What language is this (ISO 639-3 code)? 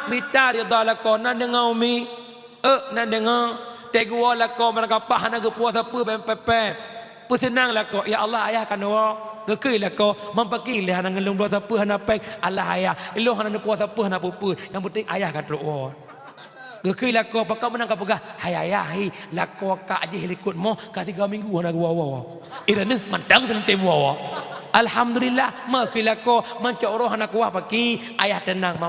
ace